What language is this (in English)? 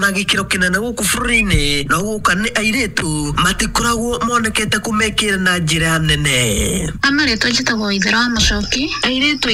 Kikuyu